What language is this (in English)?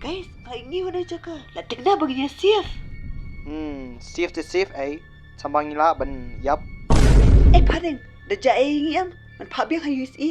Khasi